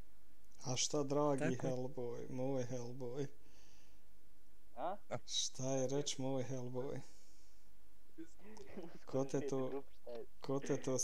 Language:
Bosnian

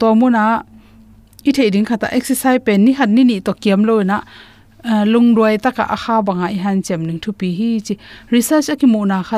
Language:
Tedim Chin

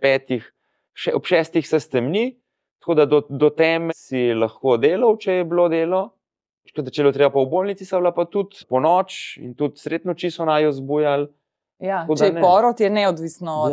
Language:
Slovenian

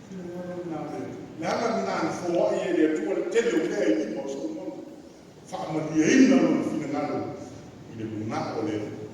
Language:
Samoan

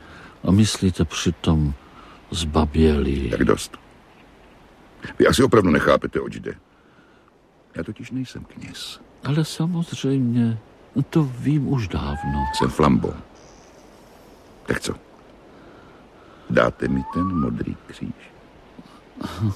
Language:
Czech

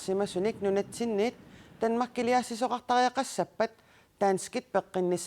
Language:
Kalaallisut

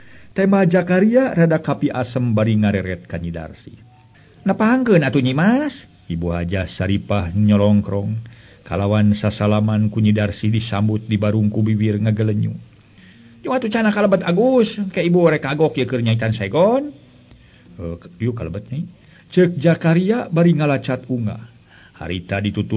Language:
Sundanese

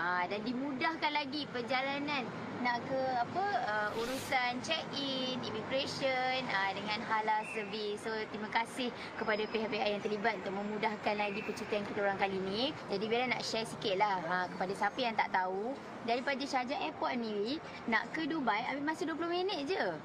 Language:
Malay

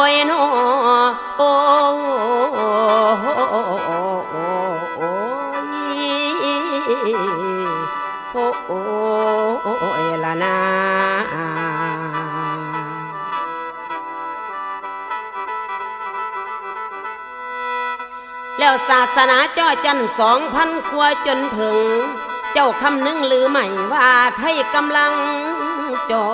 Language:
Thai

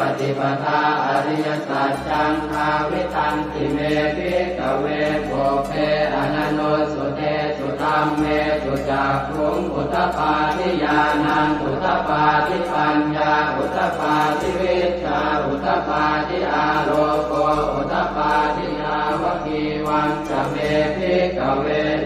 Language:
Pali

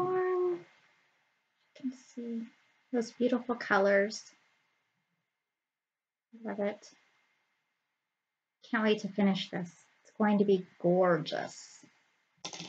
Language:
English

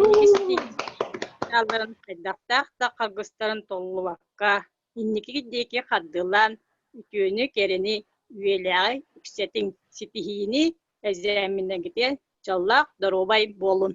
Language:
Yakut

